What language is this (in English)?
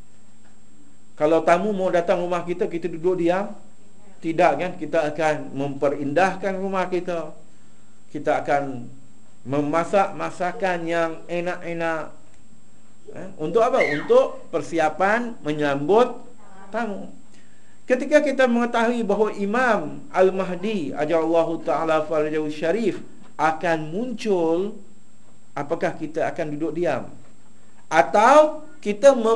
Malay